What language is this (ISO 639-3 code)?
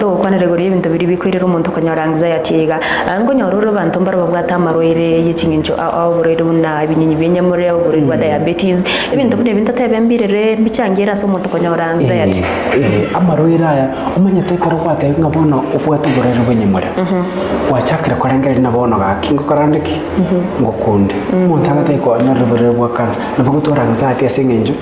guz